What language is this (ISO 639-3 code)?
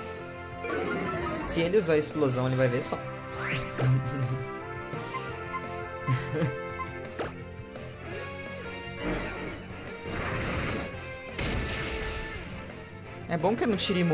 por